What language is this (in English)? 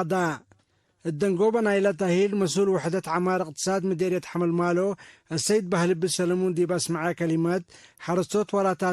Tigre